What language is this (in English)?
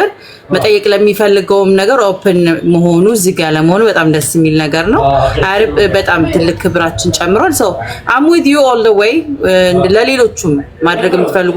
Amharic